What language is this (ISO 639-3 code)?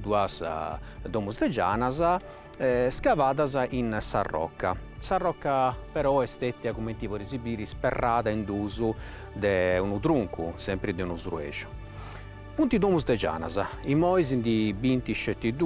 srd